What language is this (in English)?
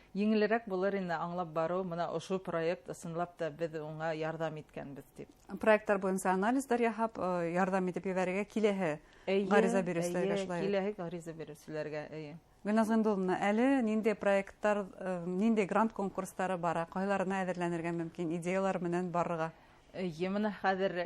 Bashkir